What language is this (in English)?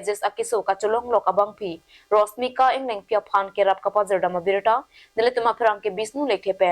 Karbi